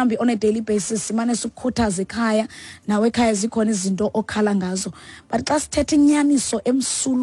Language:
Xhosa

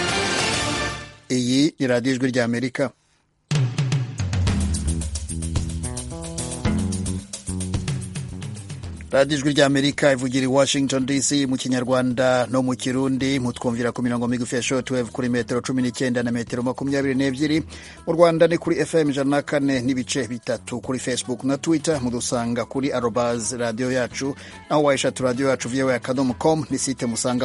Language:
Kinyarwanda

